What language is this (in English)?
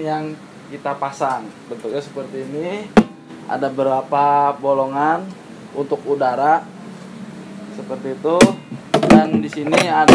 Indonesian